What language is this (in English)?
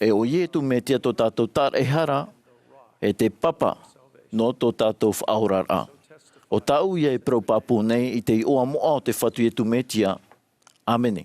Tahitian